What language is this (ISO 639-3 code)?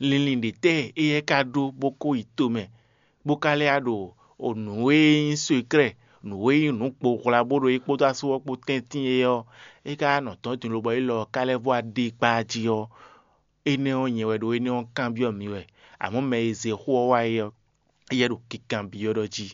fon